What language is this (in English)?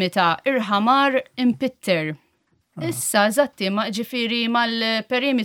Maltese